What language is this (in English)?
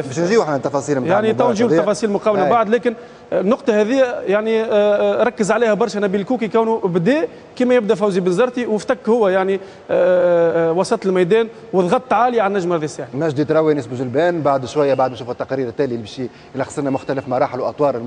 Tunisian Arabic